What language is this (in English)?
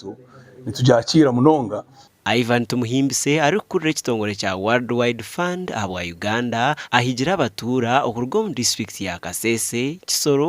Nyankole